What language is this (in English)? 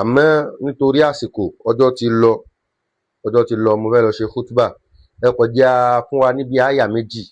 Yoruba